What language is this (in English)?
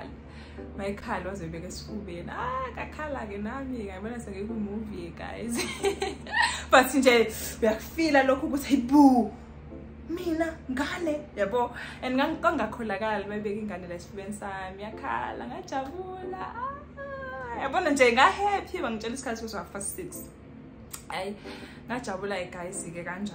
Zulu